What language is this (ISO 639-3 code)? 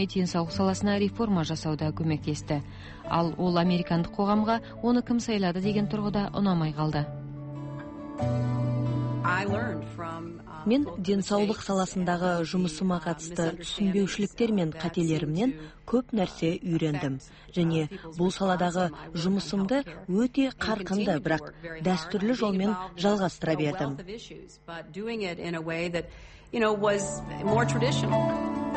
kaz